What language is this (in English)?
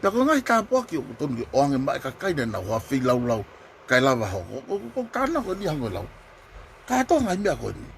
Tongan